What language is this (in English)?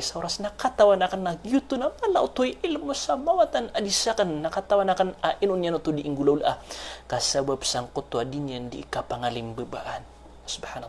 Maranao